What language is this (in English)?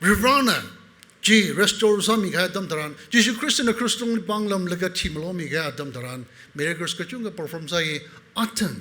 Tangkhul Naga (India)